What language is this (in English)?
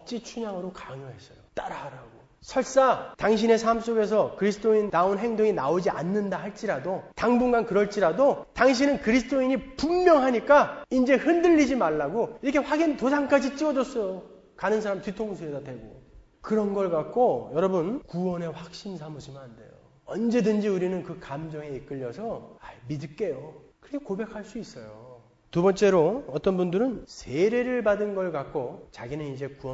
Korean